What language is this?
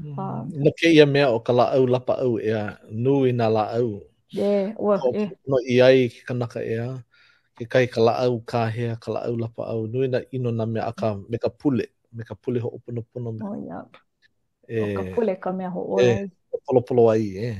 Hawaiian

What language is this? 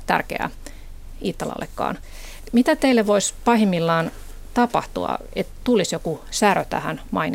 Finnish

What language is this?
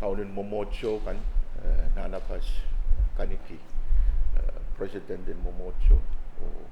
Pohnpeian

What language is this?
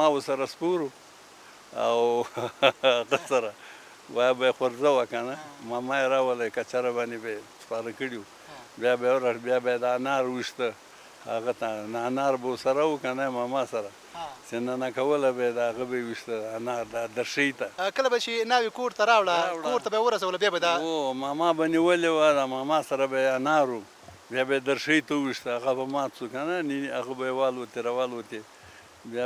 Pashto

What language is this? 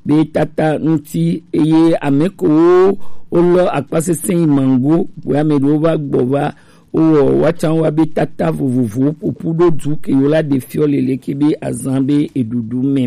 Gen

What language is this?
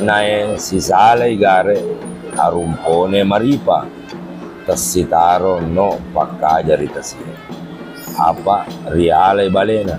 Buginese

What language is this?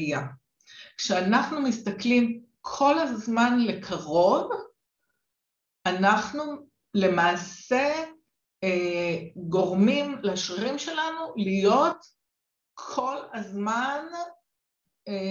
Hebrew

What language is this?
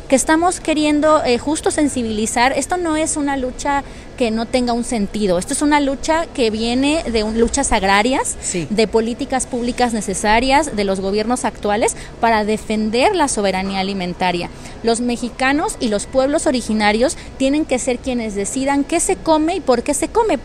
Spanish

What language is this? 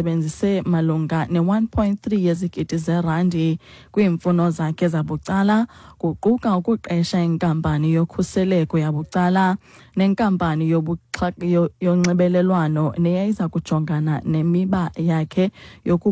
Xhosa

